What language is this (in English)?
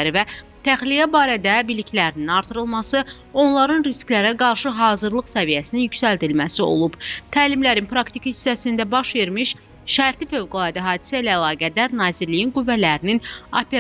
Azerbaijani